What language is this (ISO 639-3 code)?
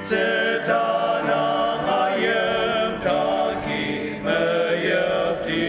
njo